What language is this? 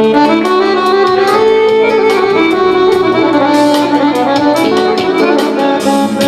Croatian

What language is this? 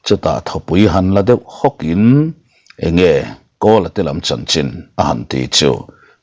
Mizo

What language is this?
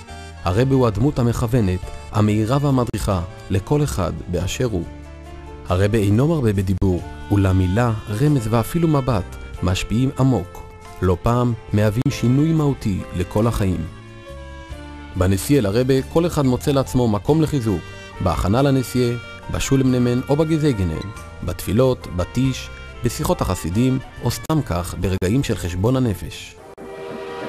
Hebrew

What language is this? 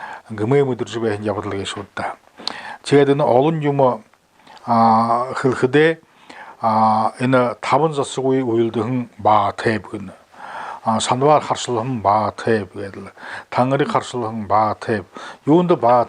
Buriat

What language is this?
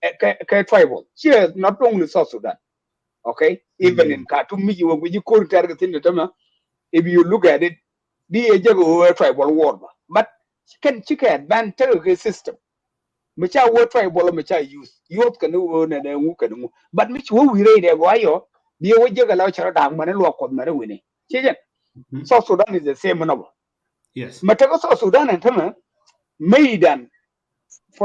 Nuer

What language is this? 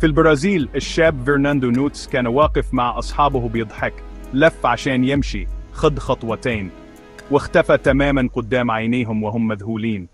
Egyptian Arabic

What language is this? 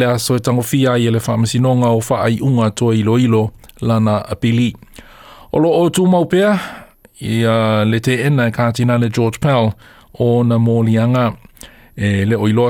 Samoan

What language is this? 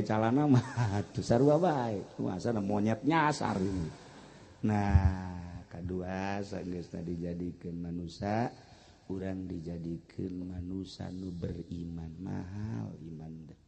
Sundanese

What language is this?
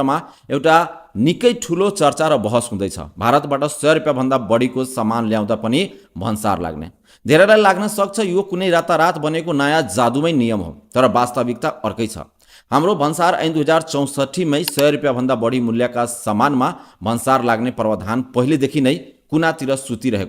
Nepali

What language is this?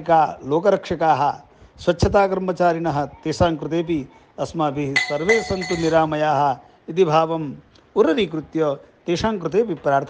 Sanskrit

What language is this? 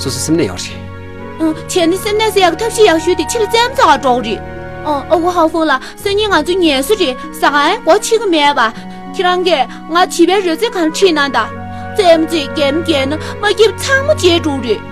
Tibetan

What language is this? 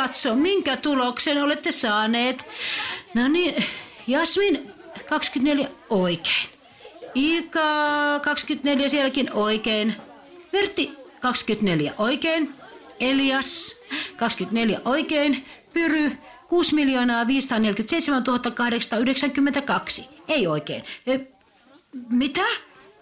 Finnish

